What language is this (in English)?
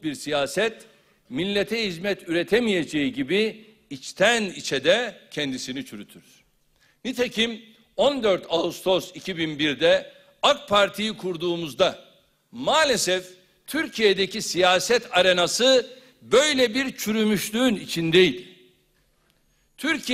Turkish